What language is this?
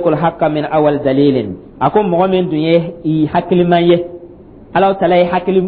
Dyula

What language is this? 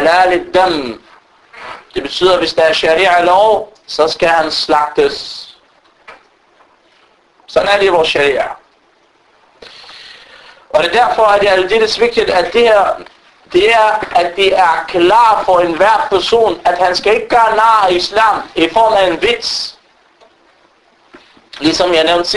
Danish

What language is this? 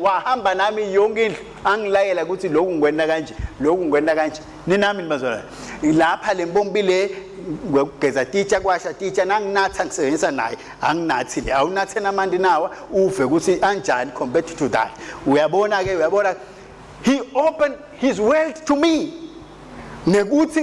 Swati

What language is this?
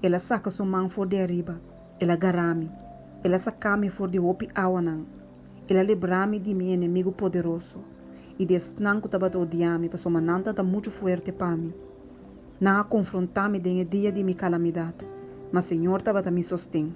Papiamento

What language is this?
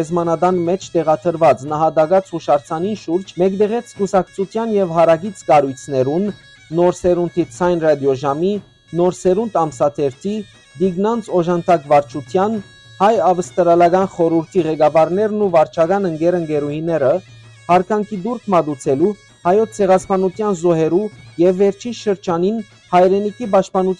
Western Armenian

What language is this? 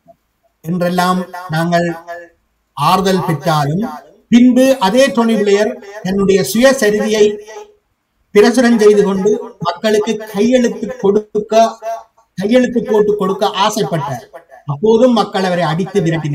Tamil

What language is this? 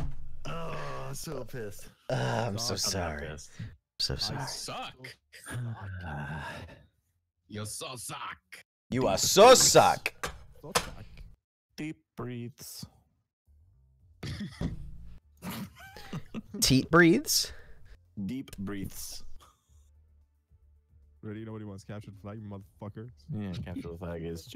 English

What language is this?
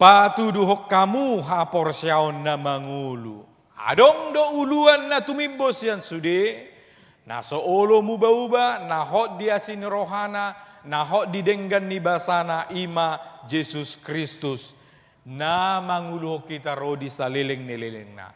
Batak Toba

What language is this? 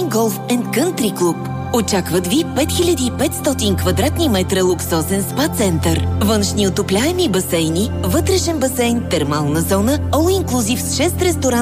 Bulgarian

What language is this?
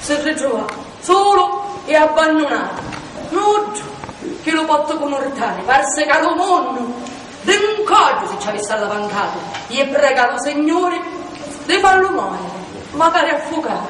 Sicilian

